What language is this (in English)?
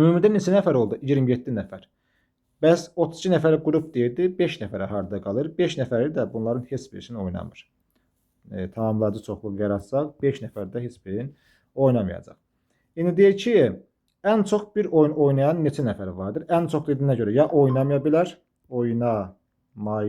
Azerbaijani